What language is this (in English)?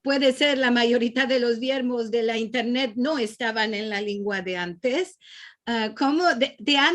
Ladino